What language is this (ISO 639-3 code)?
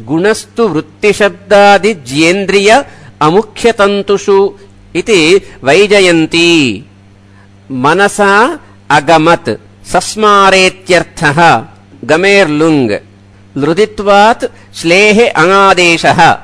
san